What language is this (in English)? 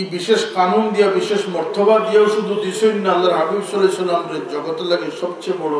Sylheti